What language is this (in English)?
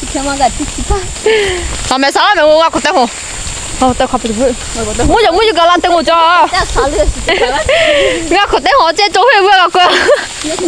Lahu Shi